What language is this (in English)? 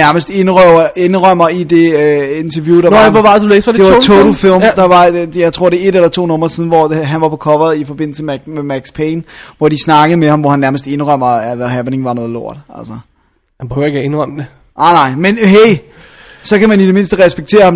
Danish